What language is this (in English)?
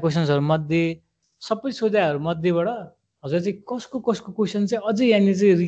Nepali